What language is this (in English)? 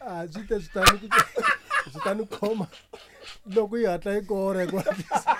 Tsonga